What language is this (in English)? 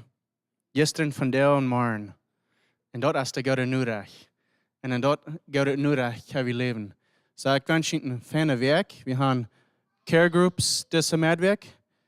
Plautdietsch